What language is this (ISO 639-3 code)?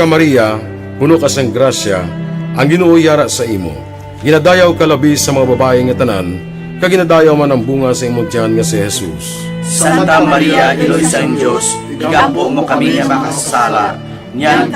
hil